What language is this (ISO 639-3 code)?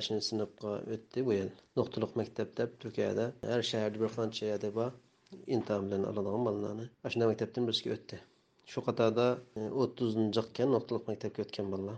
uig